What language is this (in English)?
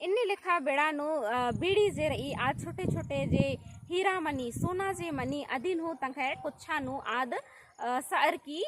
Kurukh